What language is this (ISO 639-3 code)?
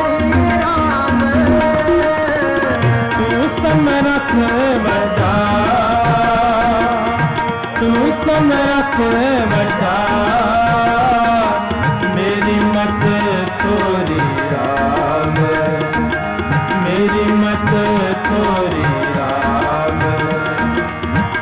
pan